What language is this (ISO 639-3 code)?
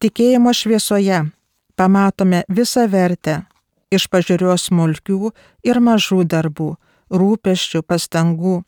lit